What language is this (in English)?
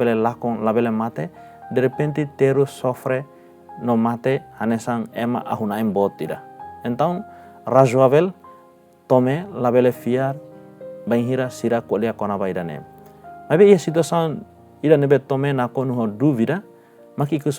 Tetum